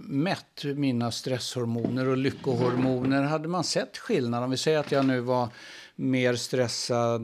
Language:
Swedish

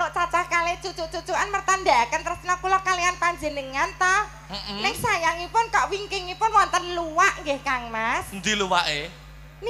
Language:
Javanese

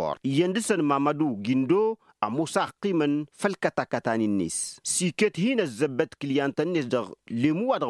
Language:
Tamasheq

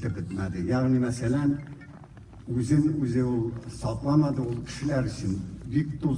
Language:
Tatar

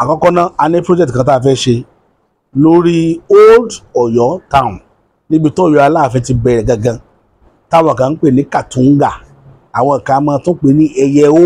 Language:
Yoruba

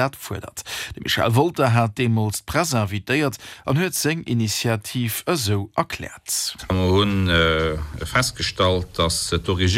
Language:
Luxembourgish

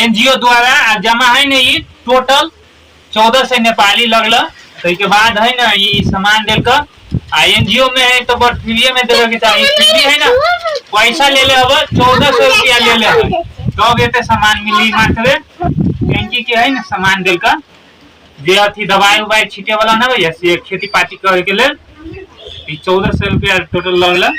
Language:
Maithili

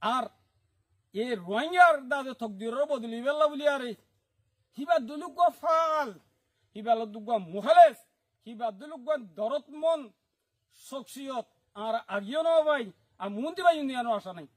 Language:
Rohingya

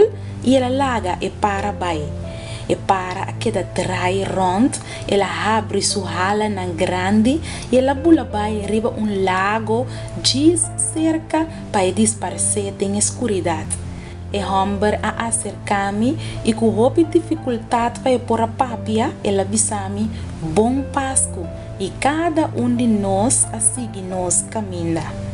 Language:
Papiamento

